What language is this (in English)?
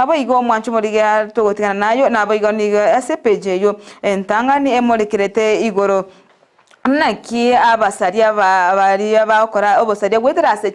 Gusii